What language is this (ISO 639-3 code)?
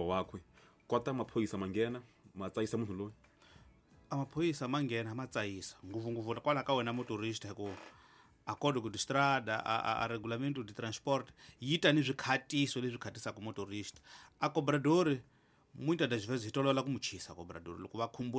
tso